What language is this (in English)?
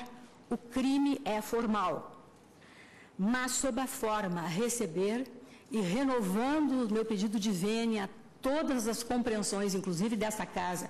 Portuguese